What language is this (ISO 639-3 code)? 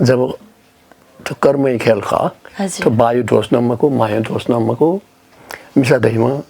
new